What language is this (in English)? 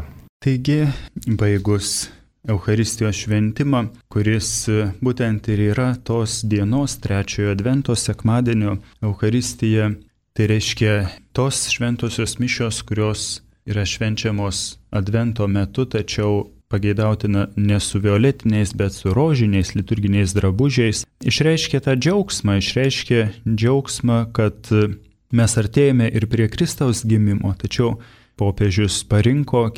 Lithuanian